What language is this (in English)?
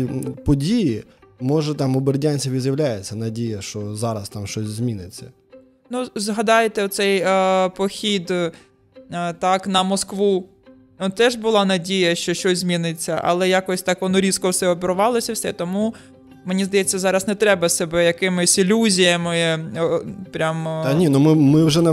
Ukrainian